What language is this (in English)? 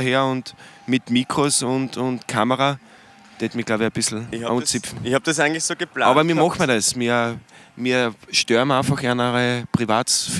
Bavarian